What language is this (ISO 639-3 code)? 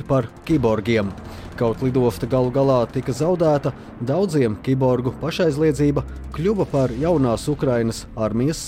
lav